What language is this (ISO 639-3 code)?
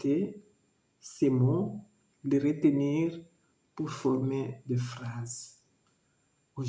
lua